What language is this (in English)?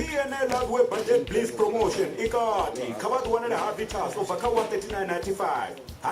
Venda